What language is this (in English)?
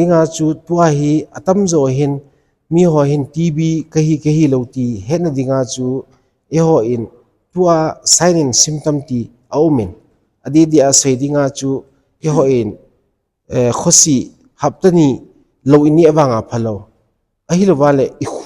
Thado Chin